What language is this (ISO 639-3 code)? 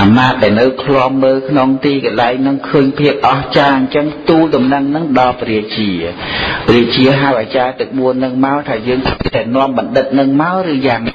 khm